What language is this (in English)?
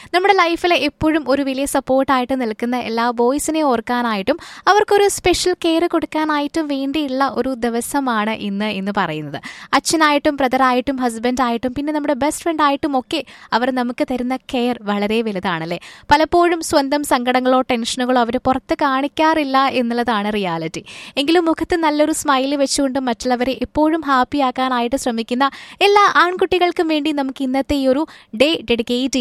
Malayalam